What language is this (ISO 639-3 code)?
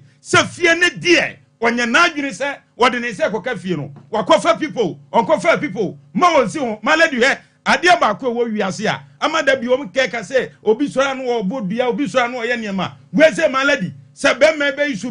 aka